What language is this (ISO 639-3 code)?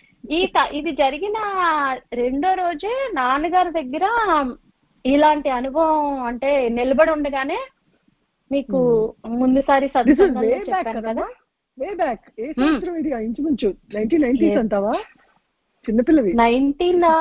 tel